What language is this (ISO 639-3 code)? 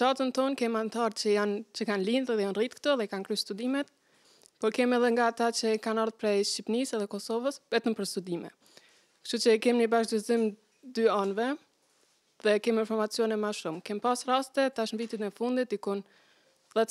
sqi